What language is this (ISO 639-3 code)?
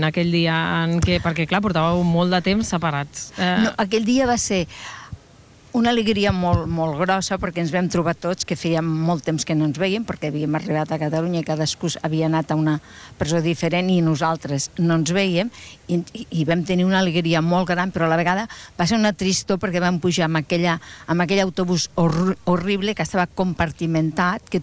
cat